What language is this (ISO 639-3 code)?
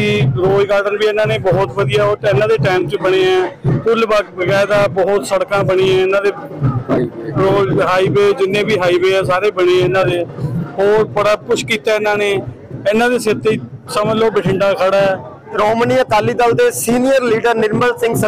pan